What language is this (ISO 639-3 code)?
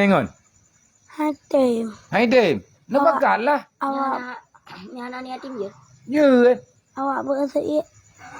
ace